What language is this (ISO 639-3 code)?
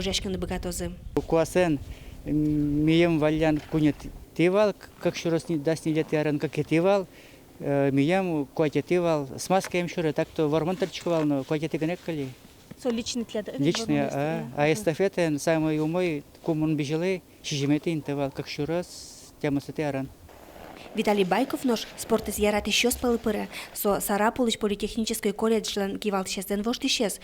udm